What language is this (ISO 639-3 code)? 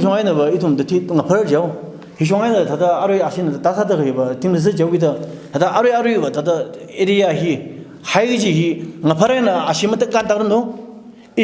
nmf